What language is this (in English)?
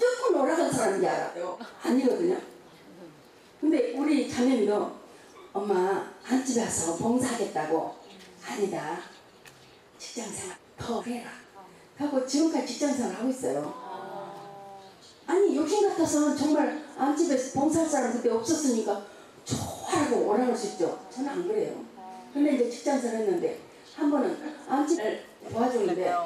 Korean